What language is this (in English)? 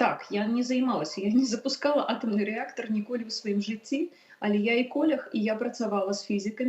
Belarusian